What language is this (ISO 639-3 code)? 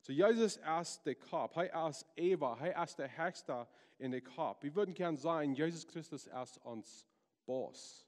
pdt